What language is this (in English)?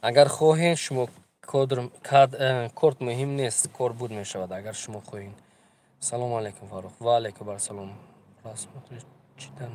Tajik